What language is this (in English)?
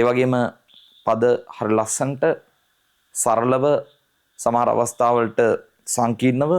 Sinhala